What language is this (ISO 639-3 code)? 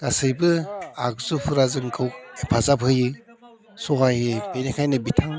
brx